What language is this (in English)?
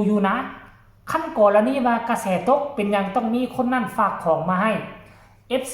Northeastern Thai